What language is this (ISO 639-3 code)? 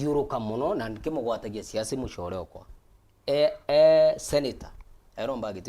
mer